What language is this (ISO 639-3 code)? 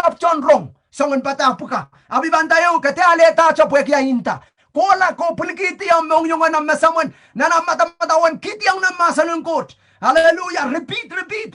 pon